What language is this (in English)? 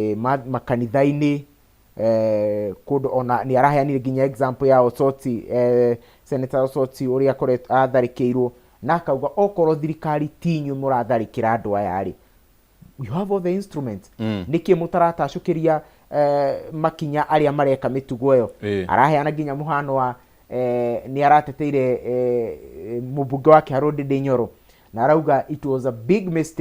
Kikuyu